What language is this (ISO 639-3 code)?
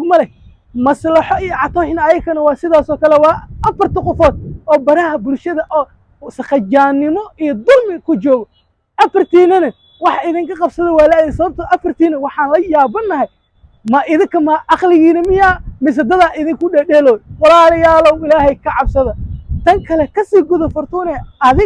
som